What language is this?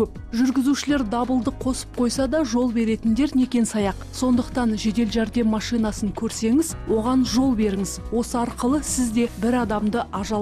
Kazakh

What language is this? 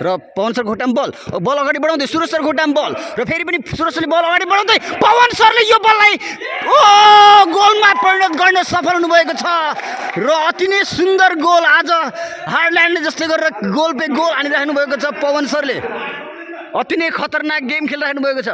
Nepali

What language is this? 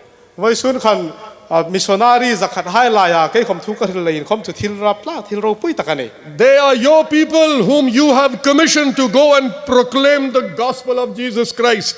Hmar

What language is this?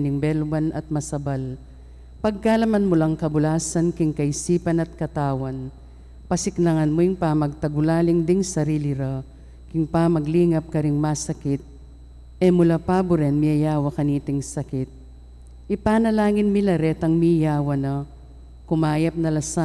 Pampanga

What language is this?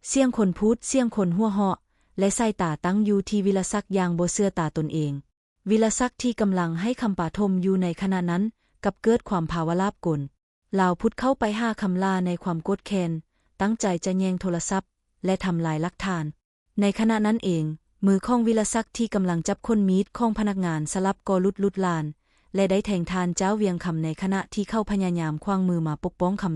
Lao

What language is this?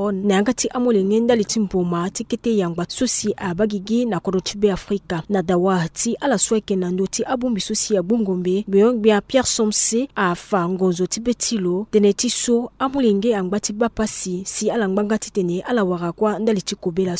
Sango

